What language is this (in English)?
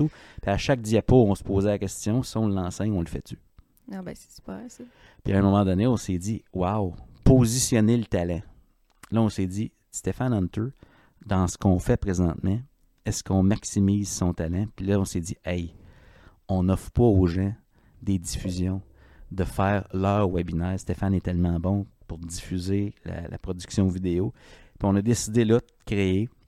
French